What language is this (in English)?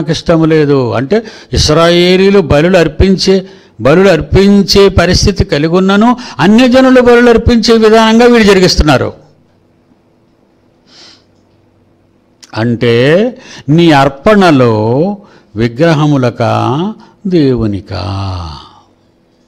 Telugu